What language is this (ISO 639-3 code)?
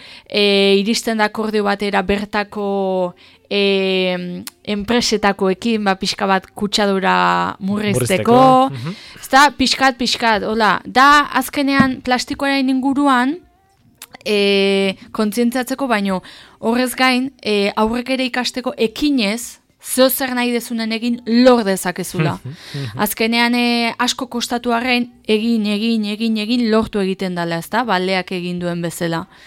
eus